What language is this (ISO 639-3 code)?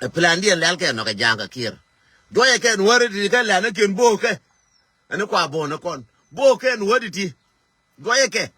nus